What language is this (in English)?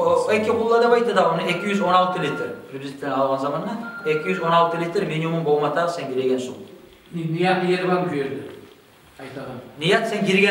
Kumyk